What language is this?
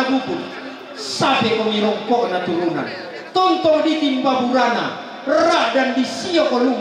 Toraja-Sa'dan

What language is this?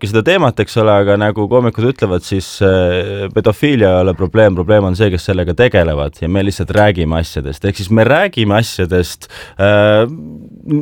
Estonian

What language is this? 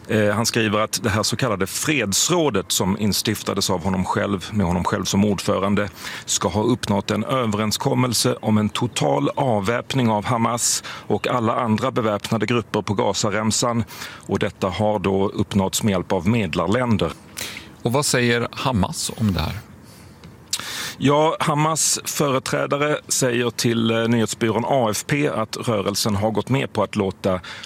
Swedish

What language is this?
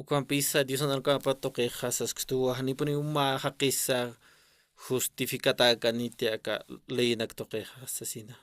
Aymara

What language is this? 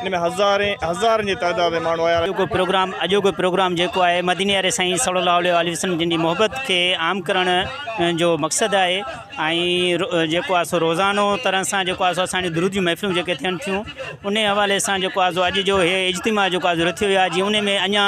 Sindhi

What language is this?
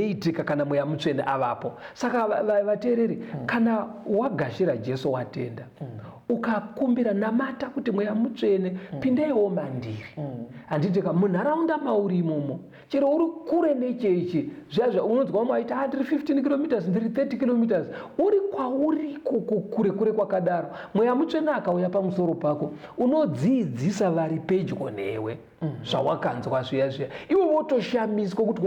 Shona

